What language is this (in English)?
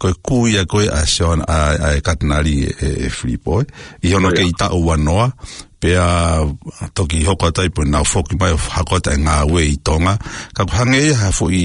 Tongan